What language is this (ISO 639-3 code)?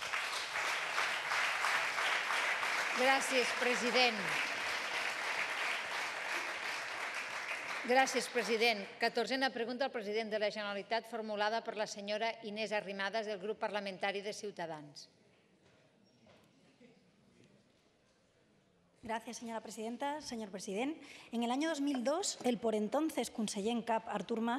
cat